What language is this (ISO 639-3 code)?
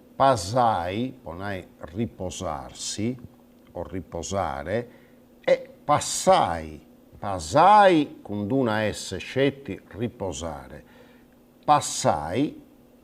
srd